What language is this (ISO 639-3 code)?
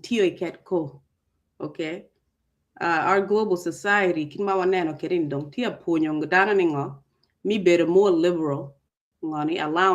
ach